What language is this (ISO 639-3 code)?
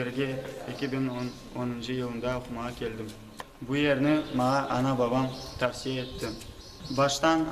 crh